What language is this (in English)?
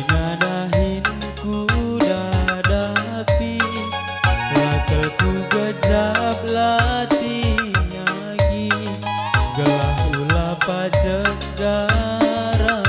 Batak Karo